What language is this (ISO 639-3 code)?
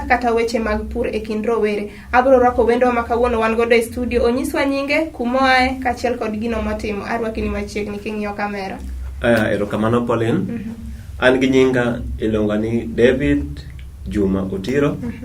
luo